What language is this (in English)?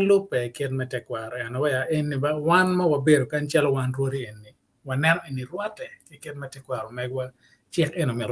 Acoli